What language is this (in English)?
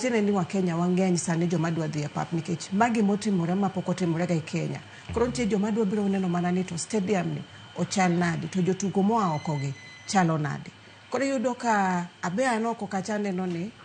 Luo (Kenya and Tanzania)